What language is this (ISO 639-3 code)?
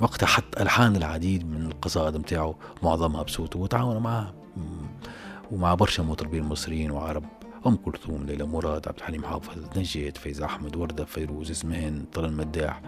aeb